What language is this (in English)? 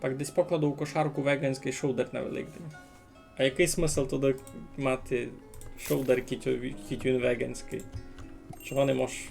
Rusyn